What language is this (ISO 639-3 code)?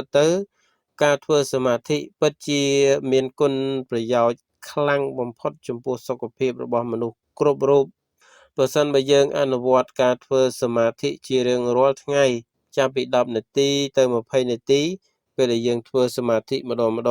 khm